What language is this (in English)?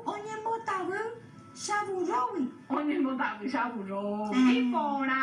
Guarani